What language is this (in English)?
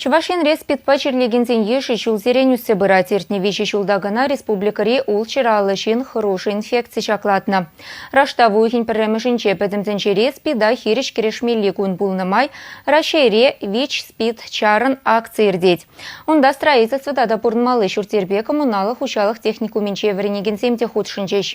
Chuvash